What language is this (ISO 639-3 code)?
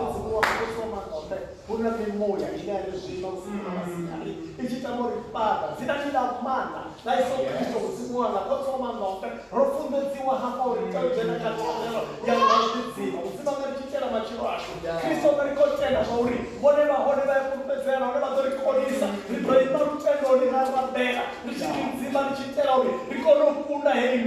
ven